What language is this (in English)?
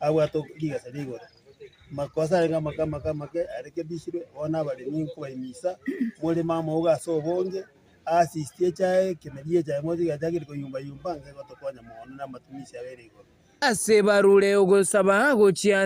Gusii